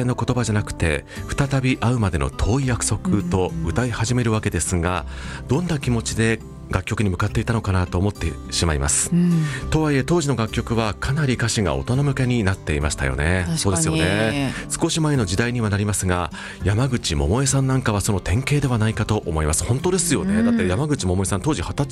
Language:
Japanese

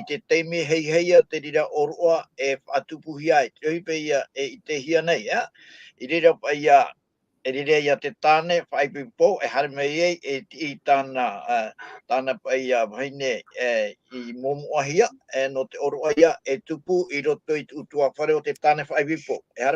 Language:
Tahitian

